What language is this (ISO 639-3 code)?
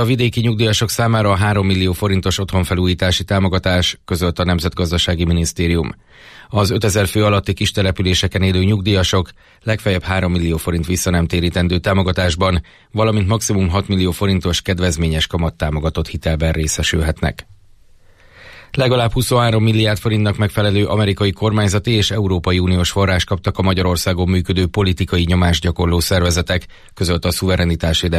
hun